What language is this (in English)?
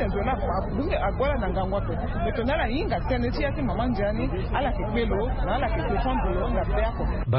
Sango